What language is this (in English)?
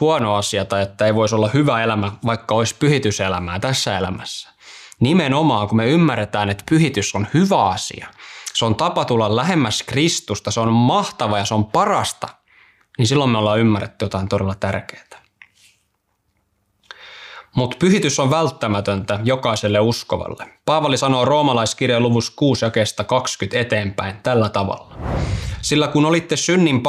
Finnish